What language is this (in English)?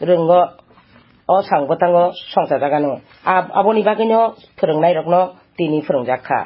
Kok Borok